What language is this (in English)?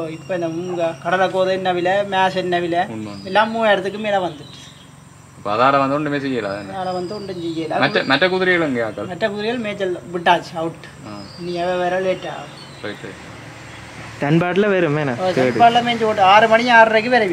Tamil